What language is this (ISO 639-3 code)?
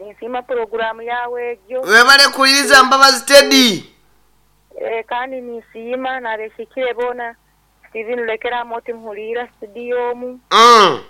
nyn